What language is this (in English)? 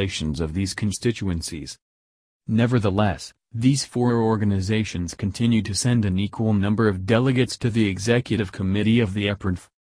English